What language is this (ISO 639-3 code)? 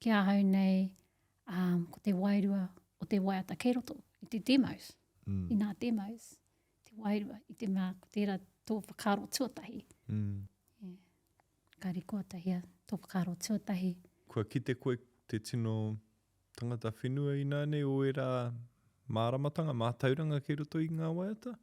mri